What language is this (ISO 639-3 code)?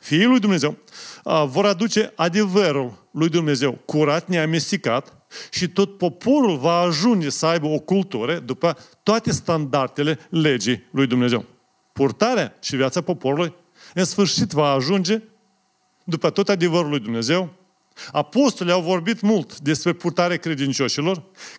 ron